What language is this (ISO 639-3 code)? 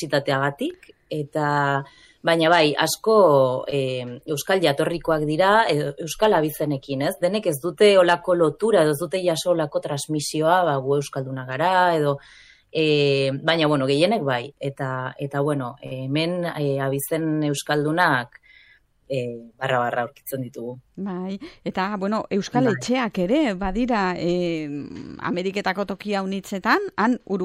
eus